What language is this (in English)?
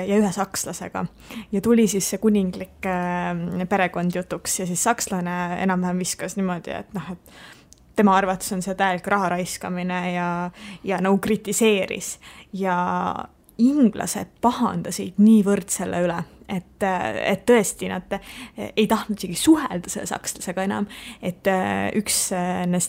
Estonian